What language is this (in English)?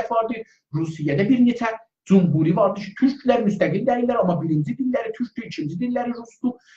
South Azerbaijani